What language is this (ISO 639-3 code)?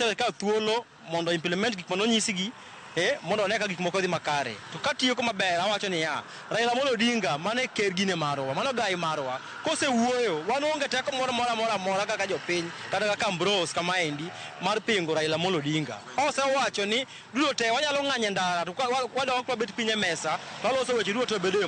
luo